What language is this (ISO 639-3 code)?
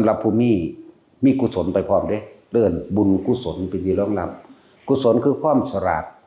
lao